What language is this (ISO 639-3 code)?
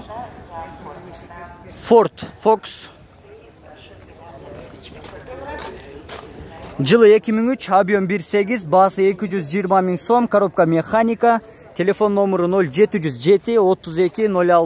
kir